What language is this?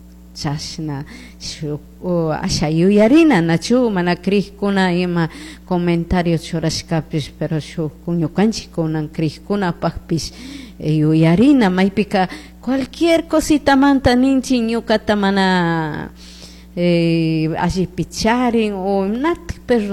Chimborazo Highland Quichua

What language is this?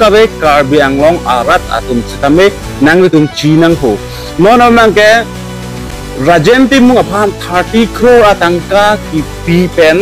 Karbi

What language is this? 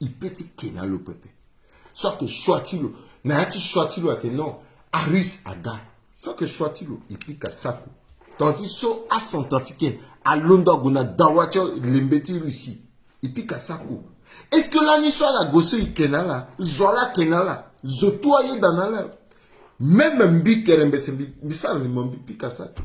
Sango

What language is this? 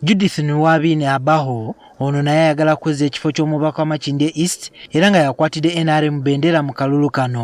Ganda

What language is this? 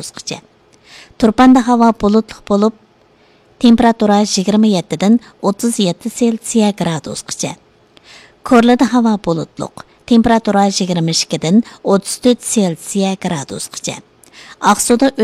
Uyghur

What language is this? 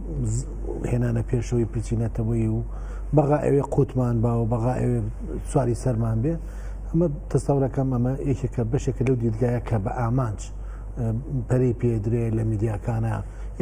Central Kurdish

